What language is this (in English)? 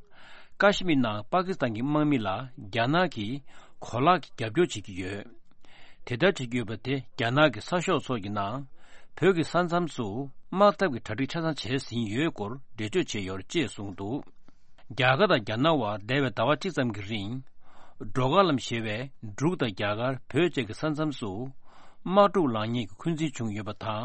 Tibetan